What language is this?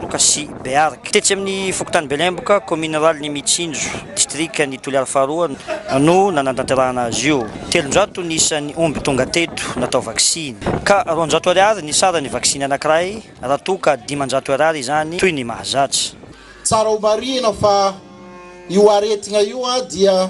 Malagasy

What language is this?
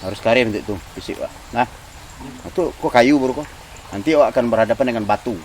Minangkabau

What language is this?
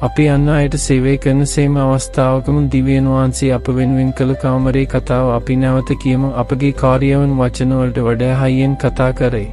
Sinhala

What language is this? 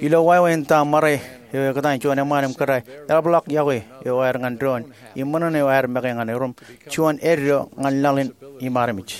Marshallese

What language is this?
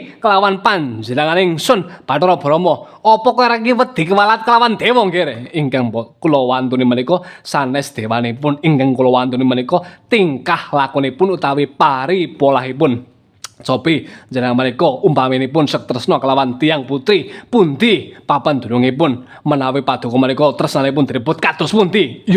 Javanese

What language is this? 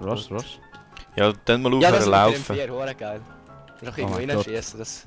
Swiss German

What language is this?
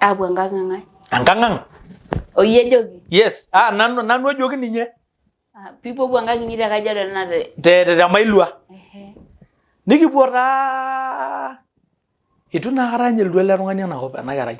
Masai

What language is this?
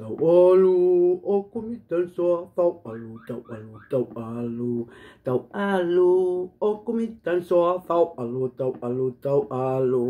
Tongan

